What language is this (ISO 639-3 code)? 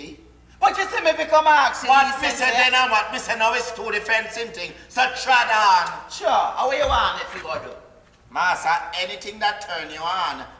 jam